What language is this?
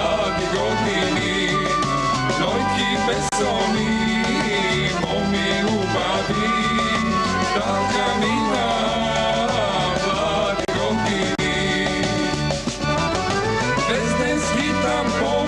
Macedonian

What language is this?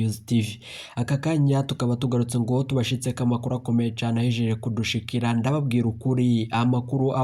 Rundi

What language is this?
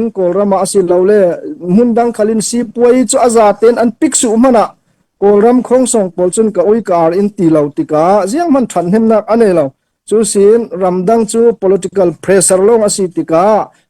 Hakha Chin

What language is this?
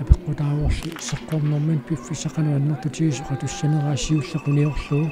Kalaallisut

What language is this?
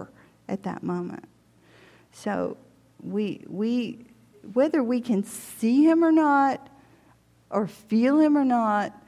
English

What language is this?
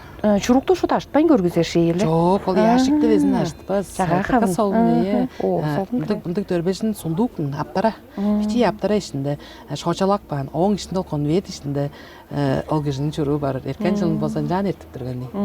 Tuvinian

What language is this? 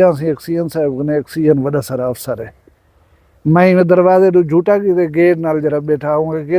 Saraiki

